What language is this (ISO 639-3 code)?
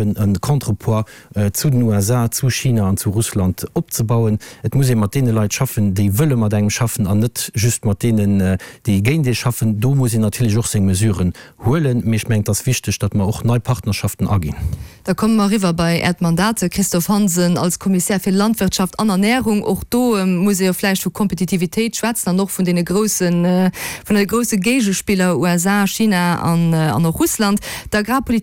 ltz